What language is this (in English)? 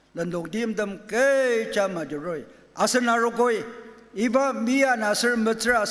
Ao Naga